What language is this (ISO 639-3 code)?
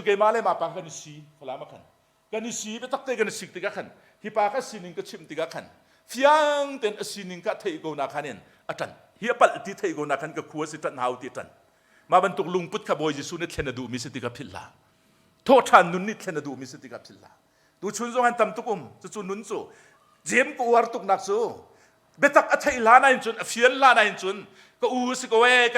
cnh